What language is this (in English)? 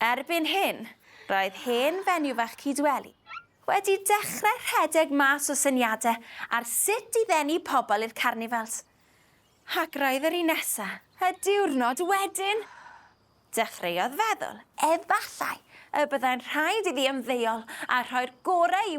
Welsh